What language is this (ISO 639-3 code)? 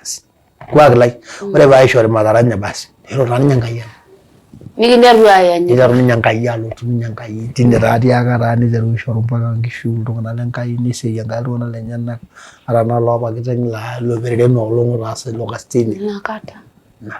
mas